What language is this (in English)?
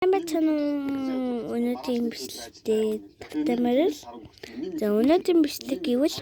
Mongolian